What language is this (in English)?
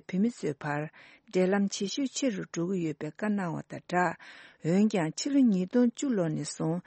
Tibetan